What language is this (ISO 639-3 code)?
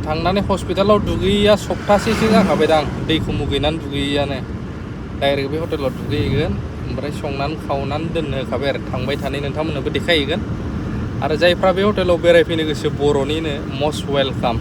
brx